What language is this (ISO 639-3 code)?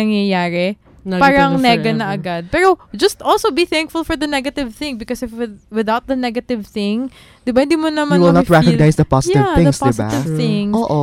fil